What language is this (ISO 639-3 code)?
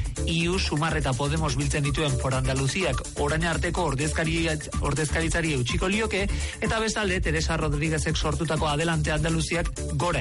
eus